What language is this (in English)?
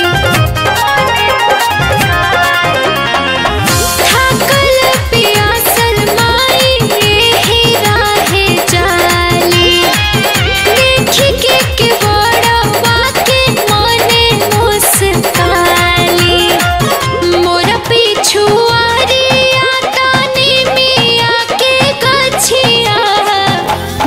Bhojpuri